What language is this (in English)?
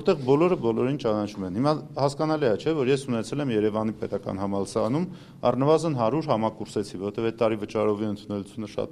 Armenian